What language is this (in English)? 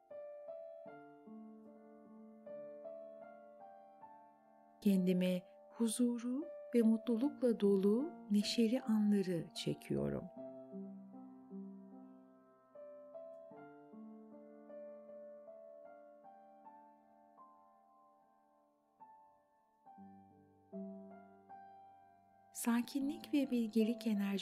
Turkish